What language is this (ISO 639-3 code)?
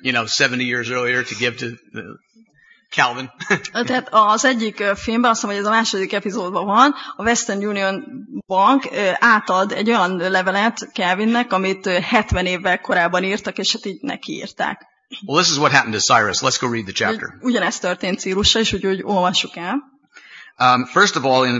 hun